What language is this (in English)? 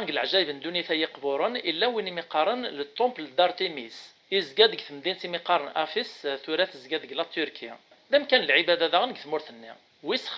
Kabyle